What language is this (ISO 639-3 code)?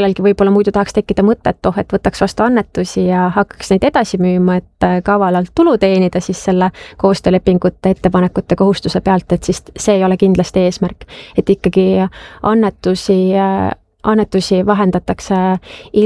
est